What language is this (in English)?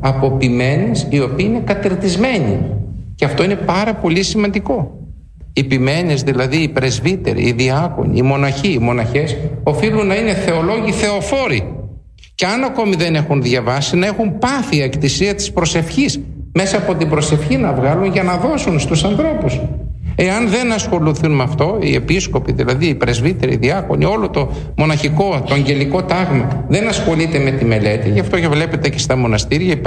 Greek